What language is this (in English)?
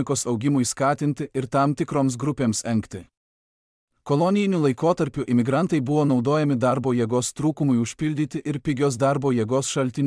Lithuanian